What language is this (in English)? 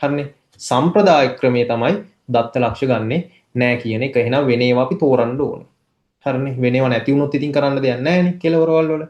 Sinhala